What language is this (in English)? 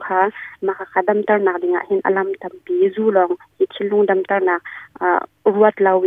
Hakha Chin